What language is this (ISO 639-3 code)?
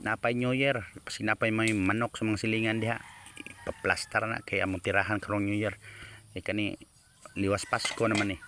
ceb